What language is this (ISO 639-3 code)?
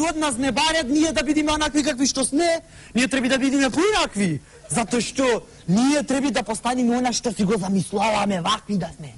mkd